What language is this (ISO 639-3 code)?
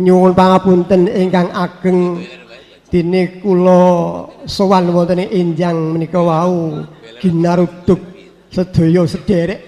jav